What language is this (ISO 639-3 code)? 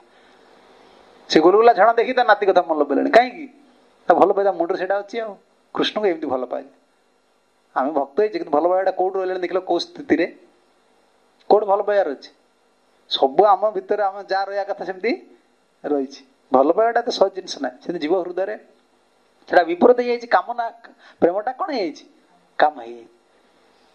ori